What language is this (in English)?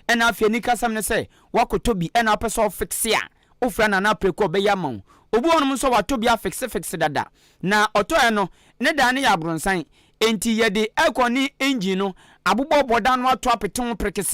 Akan